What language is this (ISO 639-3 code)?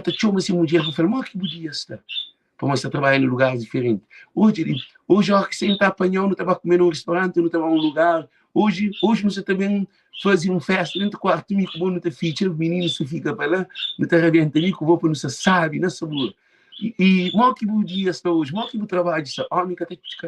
kea